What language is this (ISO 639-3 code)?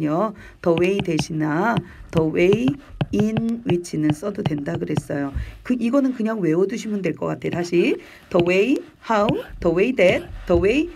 kor